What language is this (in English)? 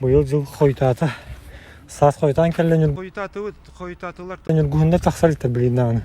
Yakut